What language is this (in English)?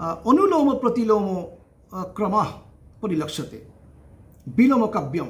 Sanskrit